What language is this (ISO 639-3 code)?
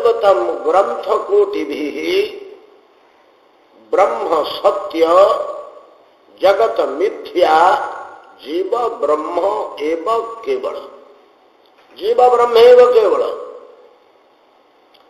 ori